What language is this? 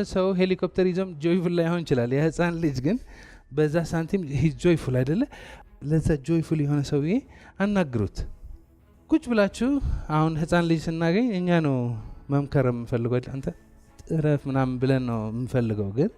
Amharic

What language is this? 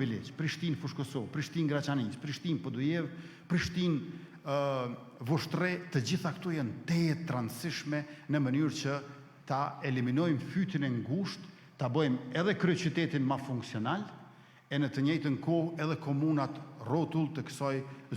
Albanian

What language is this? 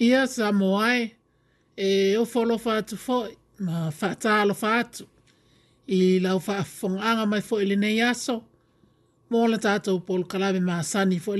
Samoan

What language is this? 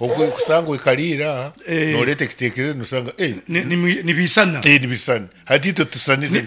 Nyankole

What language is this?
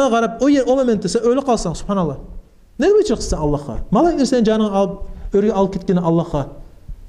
Kumyk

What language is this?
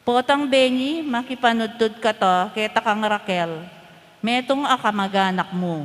Pampanga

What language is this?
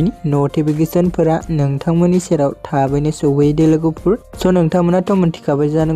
Bodo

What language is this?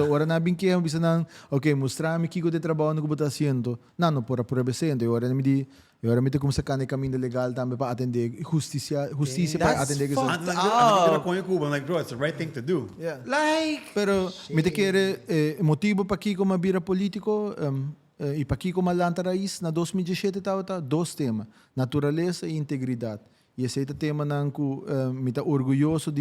Papiamento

